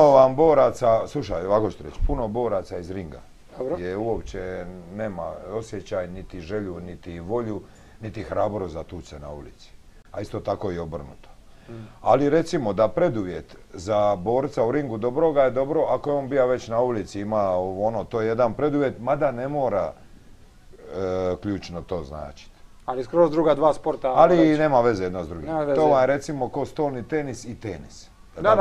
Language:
Croatian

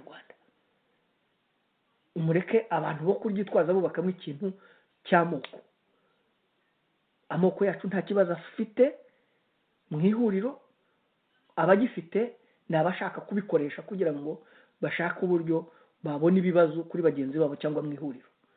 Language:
Kinyarwanda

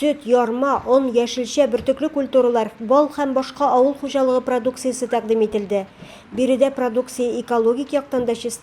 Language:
Tatar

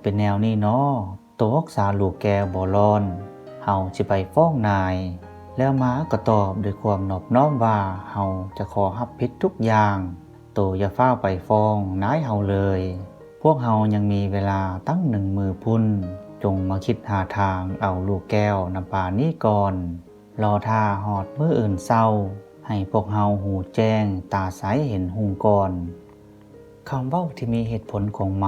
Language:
Lao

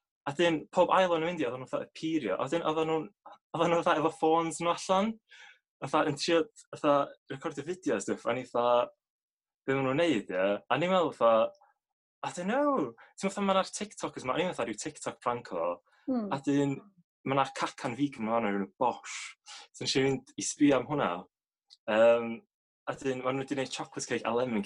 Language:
Welsh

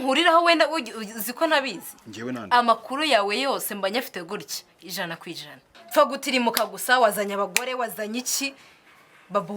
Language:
Kinyarwanda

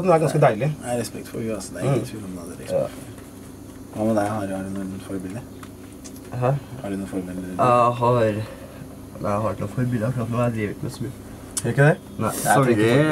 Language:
Norwegian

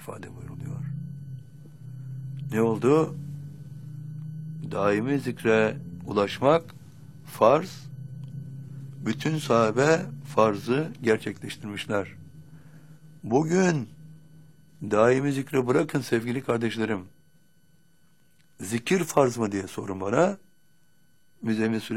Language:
Turkish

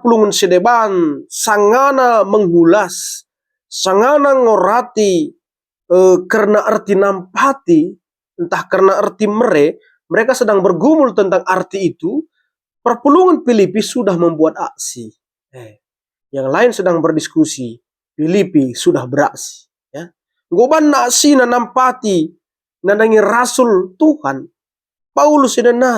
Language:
Batak Karo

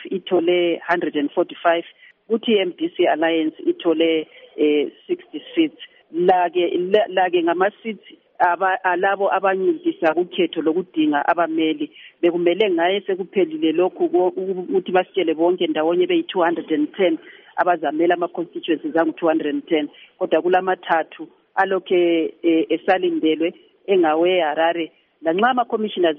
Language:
North Ndebele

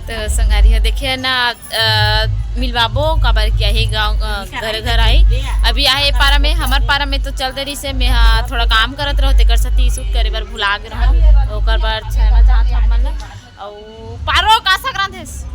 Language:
Chhattisgarhi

